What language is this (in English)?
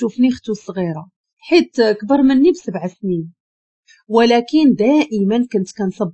Moroccan Arabic